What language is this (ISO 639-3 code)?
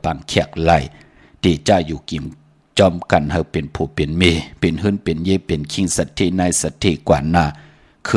shn